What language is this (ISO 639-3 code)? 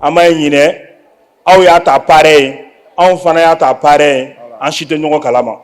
bam